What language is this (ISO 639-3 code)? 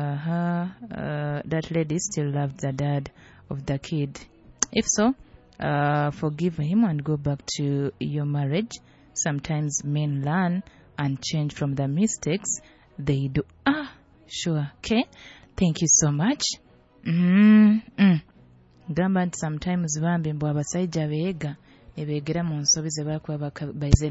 nyo